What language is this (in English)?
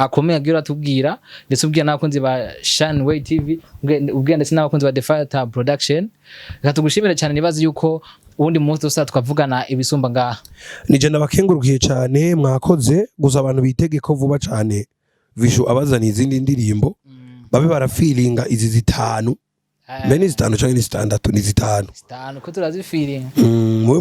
Rundi